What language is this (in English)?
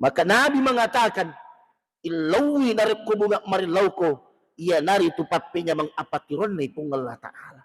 Buginese